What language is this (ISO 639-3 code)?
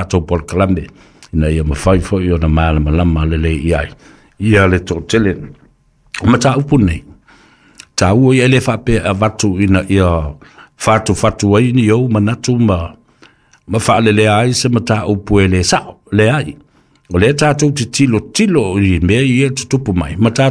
smo